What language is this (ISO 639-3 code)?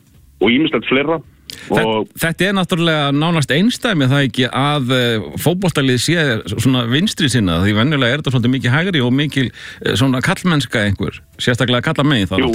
isl